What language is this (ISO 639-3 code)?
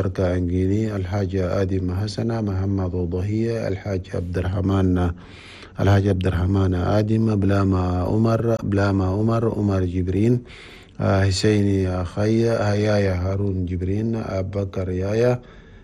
shu